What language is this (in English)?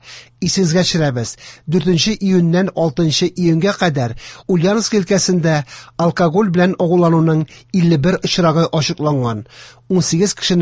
Tatar